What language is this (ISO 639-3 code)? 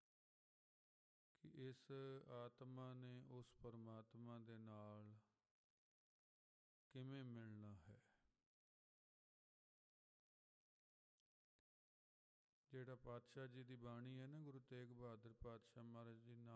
pan